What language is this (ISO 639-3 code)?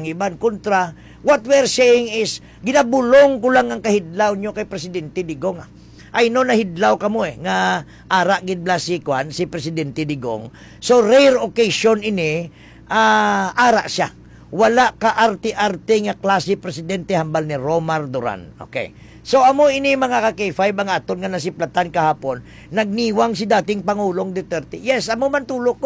hil